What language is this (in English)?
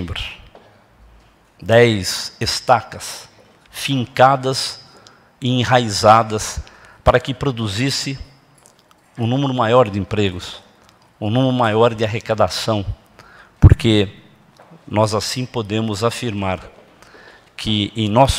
Portuguese